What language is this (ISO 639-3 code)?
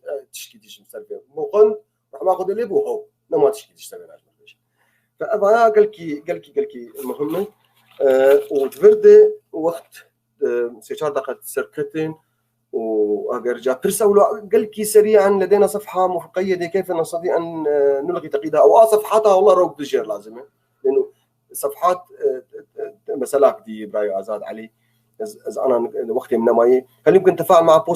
apc